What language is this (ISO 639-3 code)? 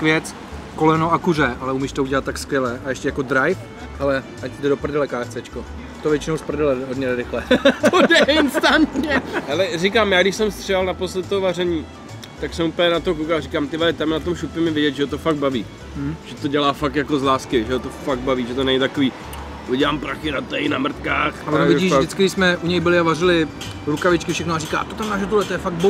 ces